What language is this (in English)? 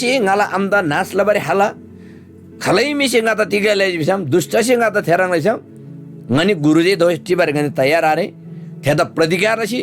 Eastern Tamang